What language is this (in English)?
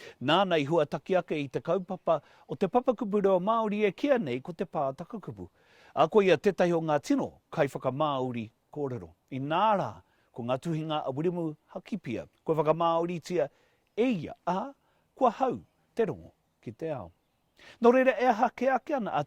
Māori